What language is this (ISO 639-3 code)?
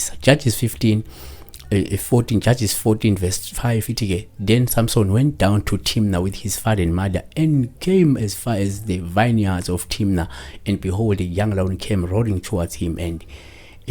zul